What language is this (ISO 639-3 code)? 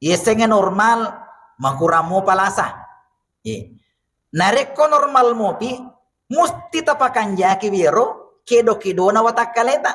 bug